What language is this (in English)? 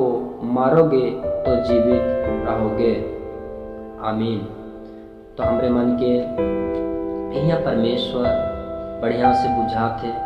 Sadri